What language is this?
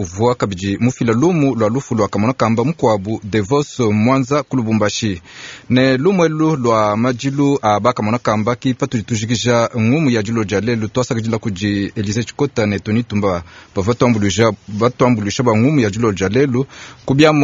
Luba-Lulua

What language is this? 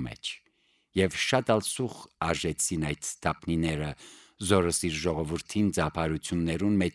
Armenian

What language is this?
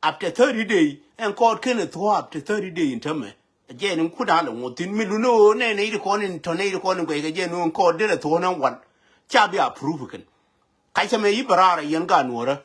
Nuer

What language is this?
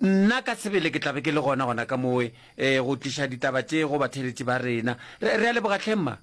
Northern Sotho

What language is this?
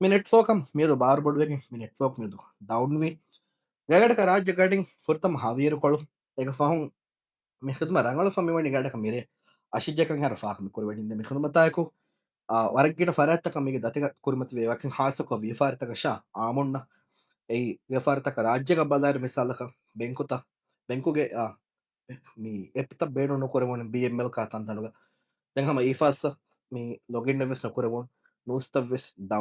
Divehi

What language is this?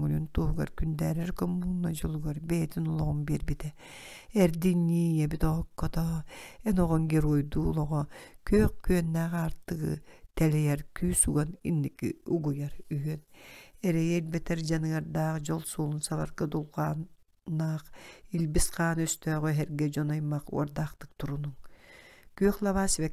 Yakut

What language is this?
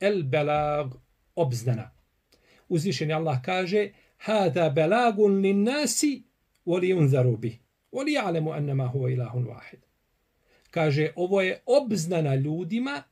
Bosnian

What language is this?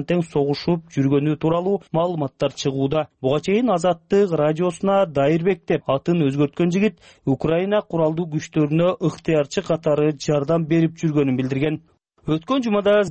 Kyrgyz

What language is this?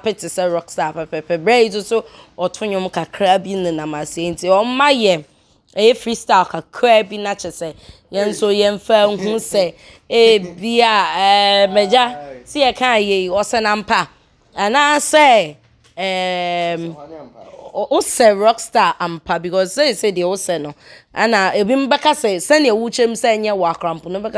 Akan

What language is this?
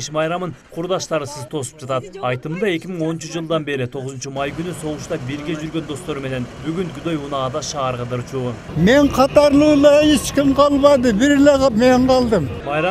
Kyrgyz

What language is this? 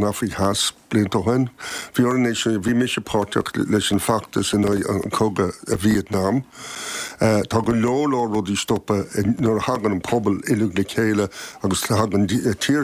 Irish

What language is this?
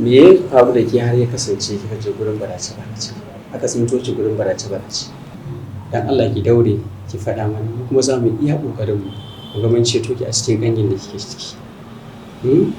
Hausa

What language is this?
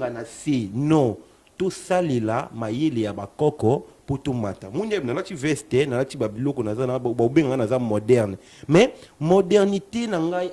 Lingala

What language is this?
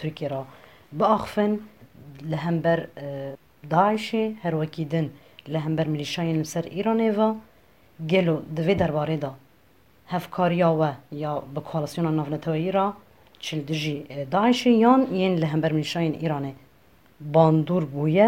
Kurdish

